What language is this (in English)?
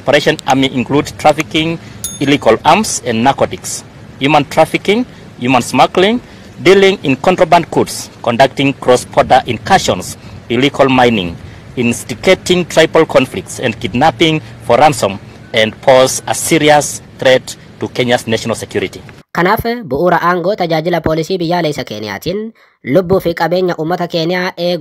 Oromo